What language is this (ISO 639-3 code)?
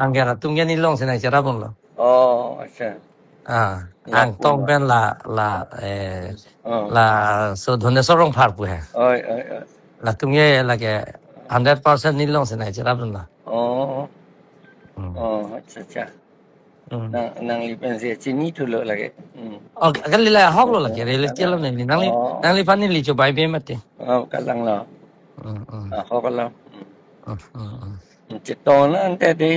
mjw